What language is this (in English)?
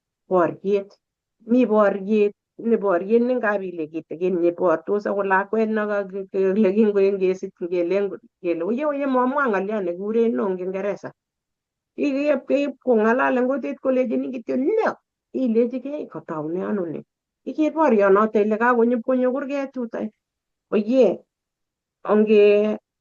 Kalenjin